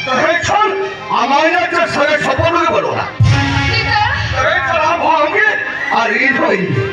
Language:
Santali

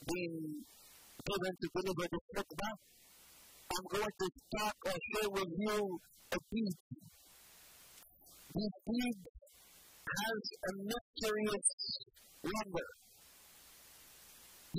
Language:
English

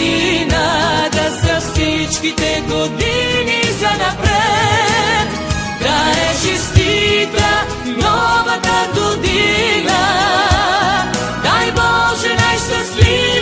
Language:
Bulgarian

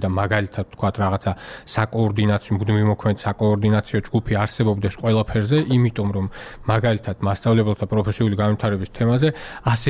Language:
Georgian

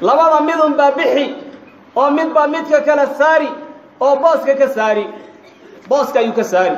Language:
Somali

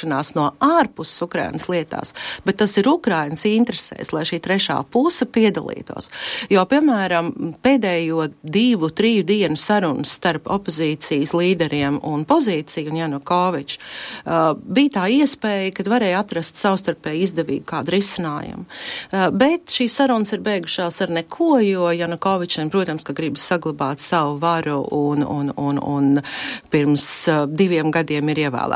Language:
Latvian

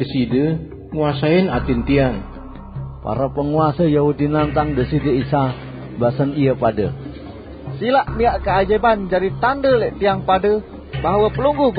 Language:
Sasak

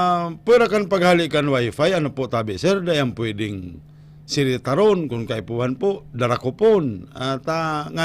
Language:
Bikol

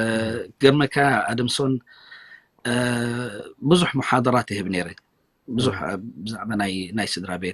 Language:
Tigrinya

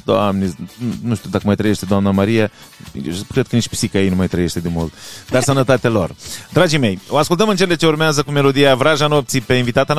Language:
Romanian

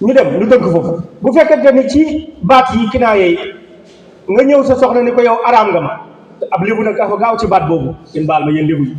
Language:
Wolof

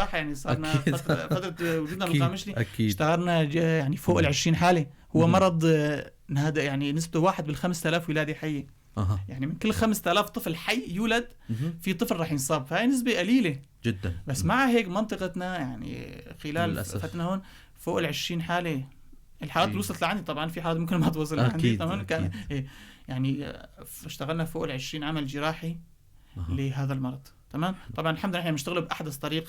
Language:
North Levantine Arabic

